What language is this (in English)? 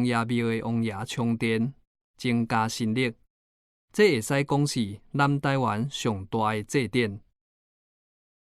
Min Nan Chinese